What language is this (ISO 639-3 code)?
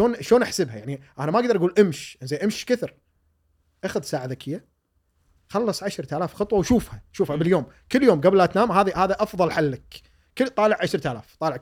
afb